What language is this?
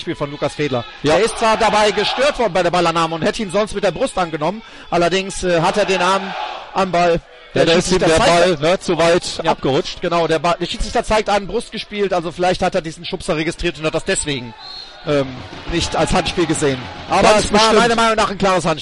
German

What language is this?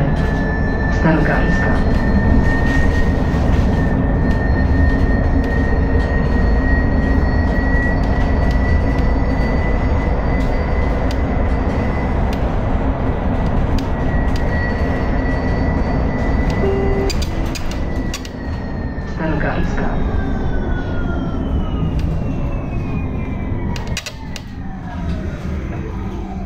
Polish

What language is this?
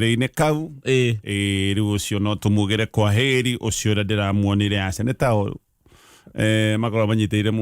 Kikuyu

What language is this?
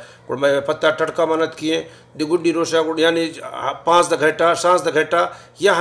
Baluchi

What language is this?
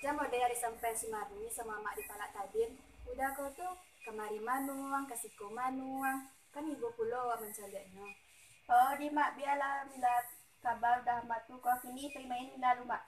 Minangkabau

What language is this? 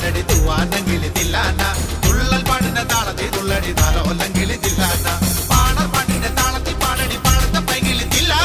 Malayalam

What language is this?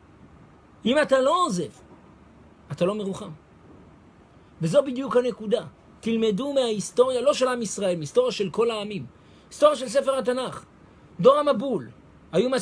Hebrew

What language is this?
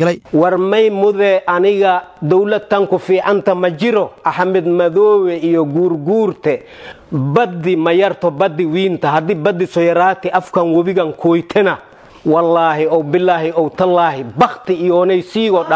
Somali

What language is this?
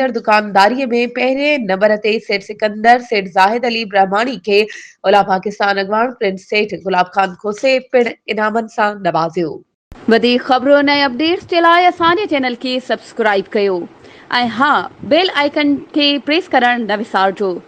Sindhi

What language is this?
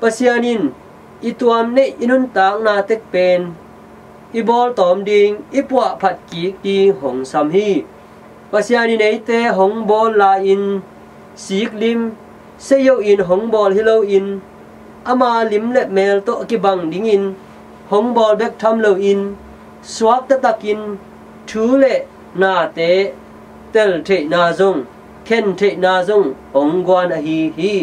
Tedim Chin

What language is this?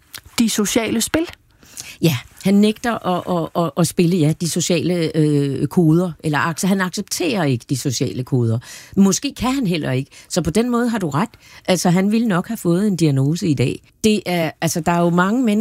Danish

